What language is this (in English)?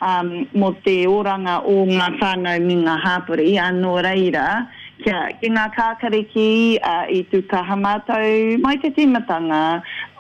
Māori